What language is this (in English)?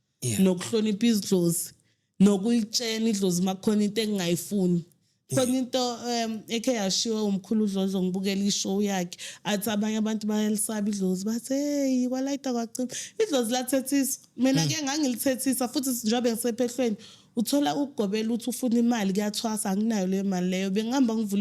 Zulu